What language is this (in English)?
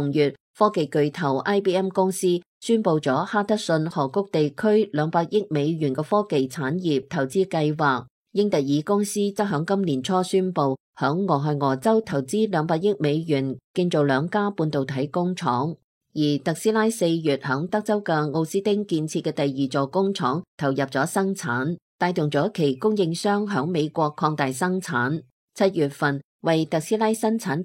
Cantonese